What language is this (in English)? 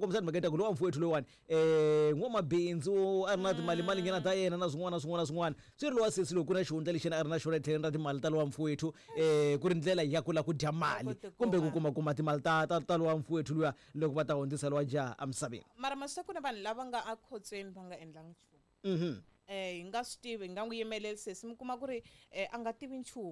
Tsonga